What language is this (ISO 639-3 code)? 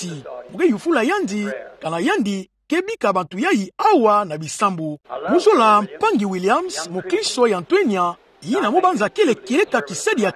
ktu